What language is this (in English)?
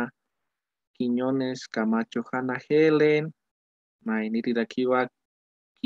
Aymara